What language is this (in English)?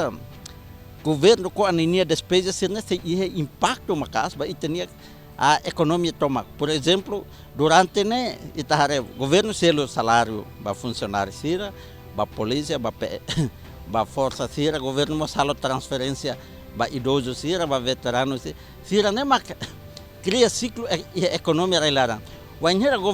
Tetum